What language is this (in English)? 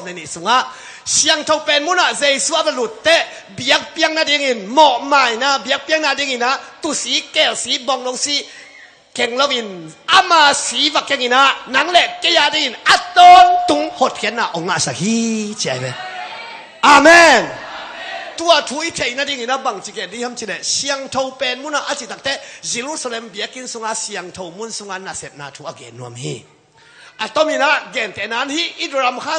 Tedim Chin